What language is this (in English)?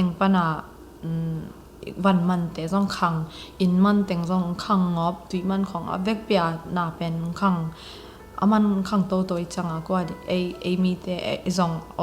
Tedim Chin